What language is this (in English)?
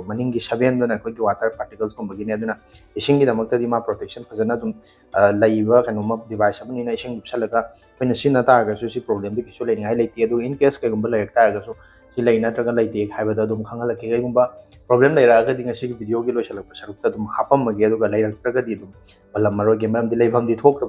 Manipuri